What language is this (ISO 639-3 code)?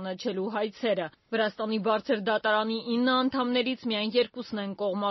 hye